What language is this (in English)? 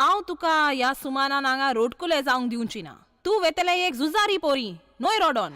Konkani